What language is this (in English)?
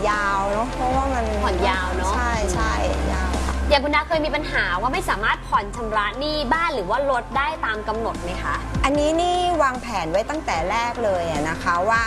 Thai